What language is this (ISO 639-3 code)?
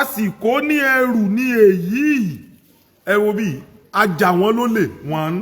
yor